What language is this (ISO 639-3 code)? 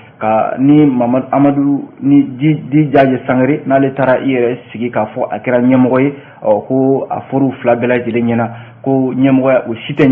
bam